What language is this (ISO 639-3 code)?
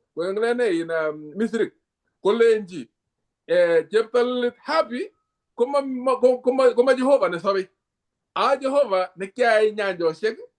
kln